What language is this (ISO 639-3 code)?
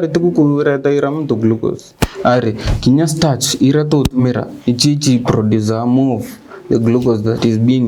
mer